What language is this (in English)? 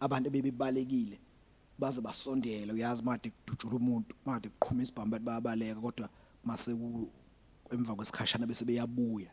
Zulu